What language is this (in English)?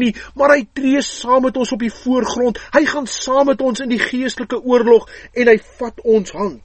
Afrikaans